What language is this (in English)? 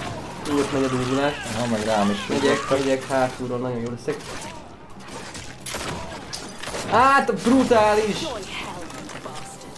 Hungarian